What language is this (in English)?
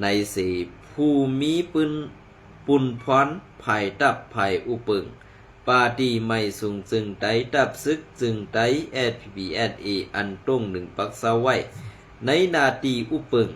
Shan